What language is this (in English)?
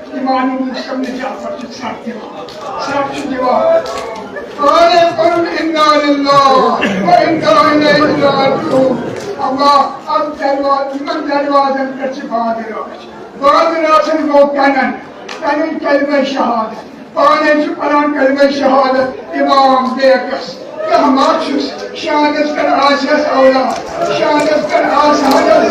Kashmiri